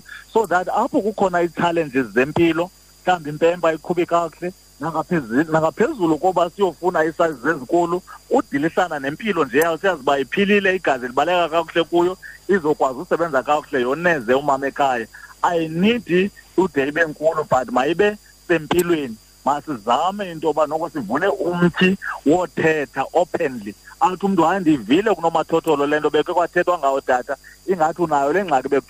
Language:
Xhosa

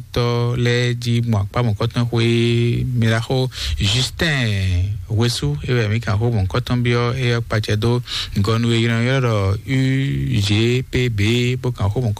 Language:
Fon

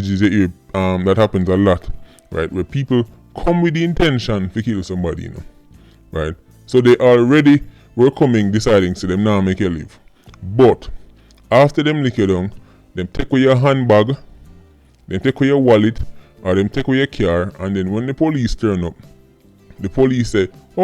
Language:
Jamaican Creole English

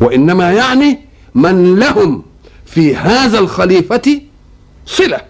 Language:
Egyptian Arabic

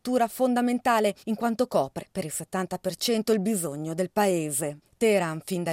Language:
Italian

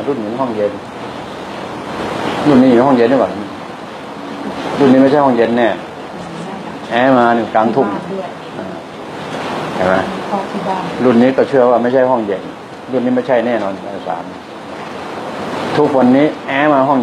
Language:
Thai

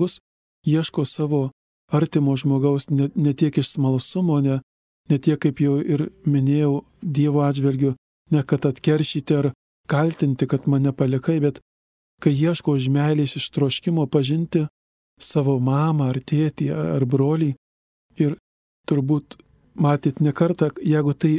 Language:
Lithuanian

